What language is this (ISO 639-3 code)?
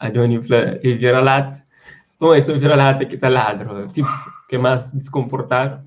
kea